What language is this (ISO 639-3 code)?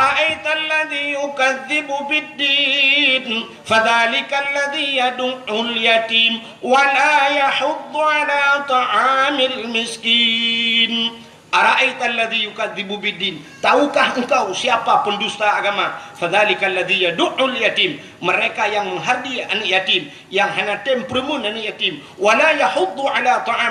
ace